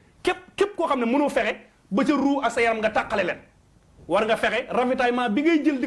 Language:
Wolof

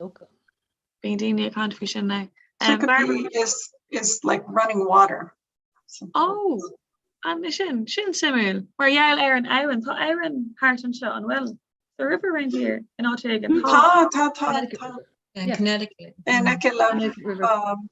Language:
Irish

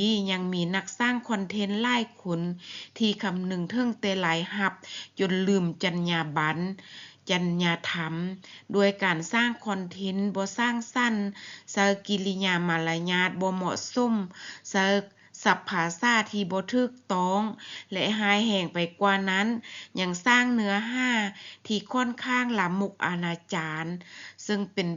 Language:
Lao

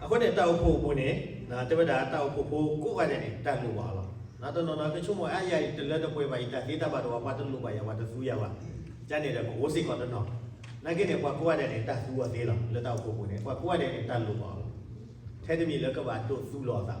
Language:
S'gaw Karen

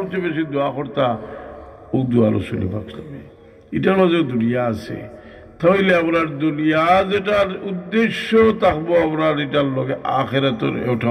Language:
Sylheti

